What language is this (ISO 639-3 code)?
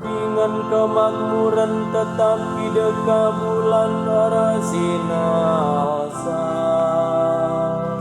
btx